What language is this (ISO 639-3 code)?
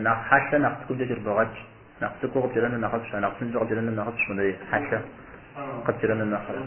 kbd